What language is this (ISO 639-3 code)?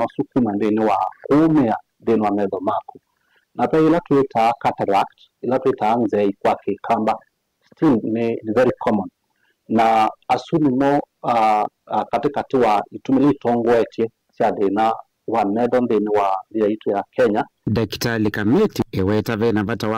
kam